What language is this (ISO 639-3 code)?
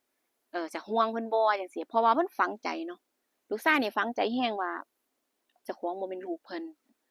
tts